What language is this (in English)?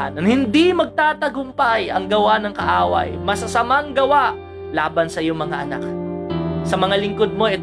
Filipino